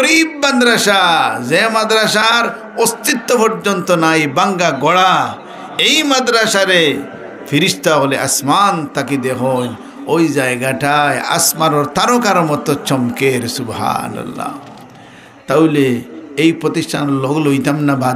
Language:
Sylheti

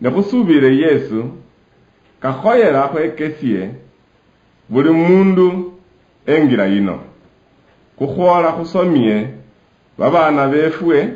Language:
Luyia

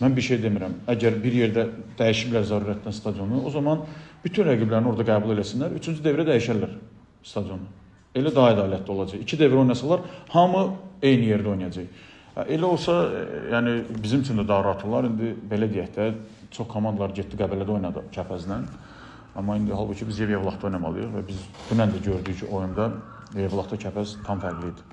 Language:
Azerbaijani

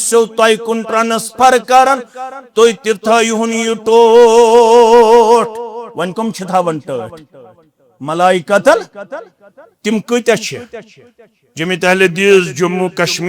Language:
Kashmiri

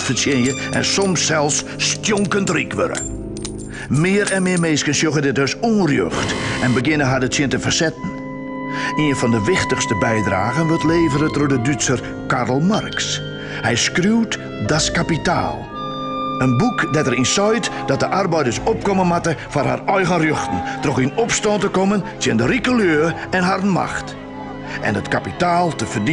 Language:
Western Frisian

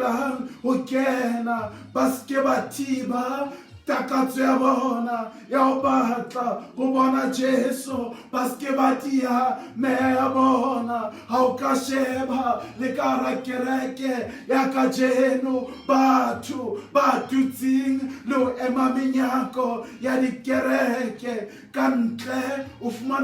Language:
Southern Sotho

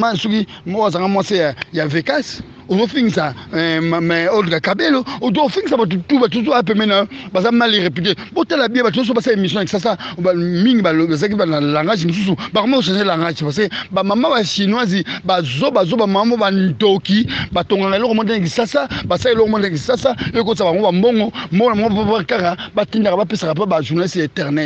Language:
Lingala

